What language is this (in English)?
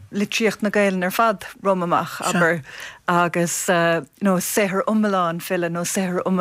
Irish